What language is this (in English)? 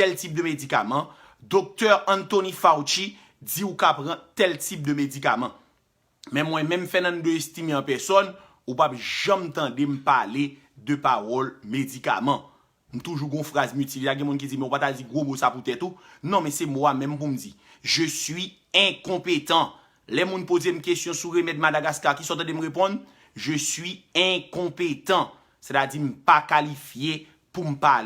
Haitian Creole